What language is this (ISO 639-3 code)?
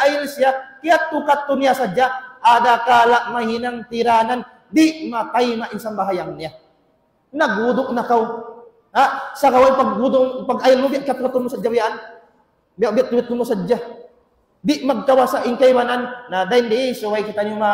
tsg